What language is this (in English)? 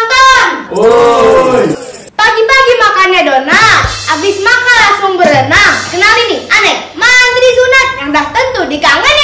Betawi